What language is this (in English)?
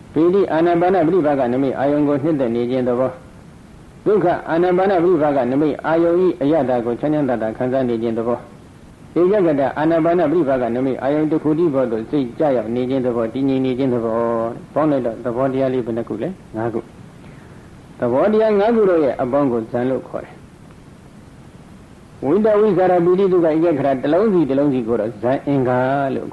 Burmese